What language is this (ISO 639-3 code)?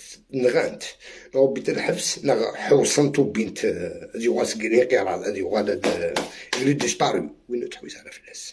arq